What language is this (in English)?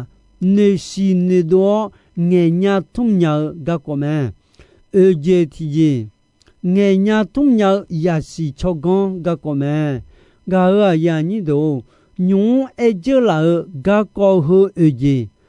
Akha